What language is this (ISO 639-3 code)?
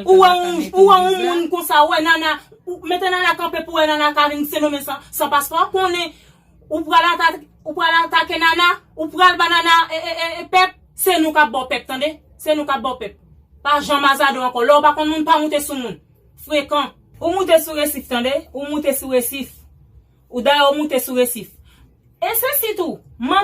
hat